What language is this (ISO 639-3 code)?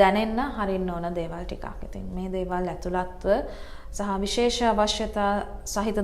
sin